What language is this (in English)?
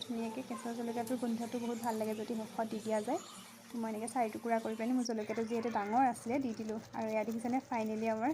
Assamese